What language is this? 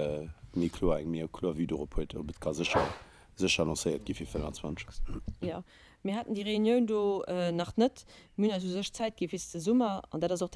Luxembourgish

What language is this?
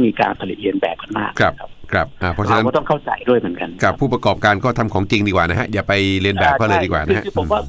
Thai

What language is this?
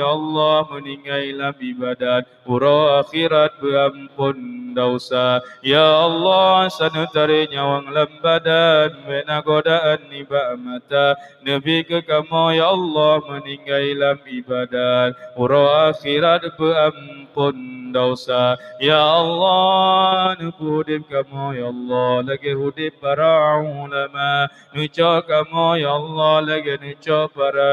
Achinese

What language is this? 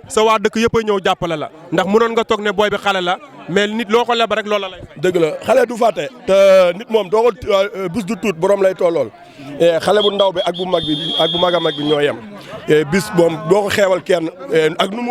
Wolof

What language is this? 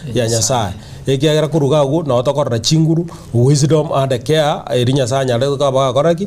Gusii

